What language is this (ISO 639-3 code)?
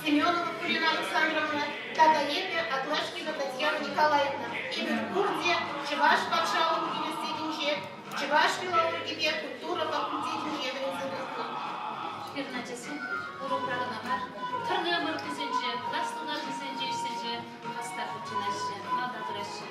chv